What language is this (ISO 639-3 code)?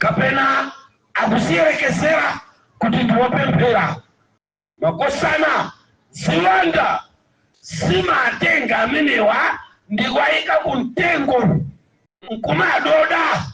nya